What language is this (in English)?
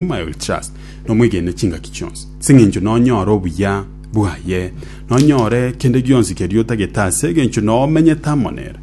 Gusii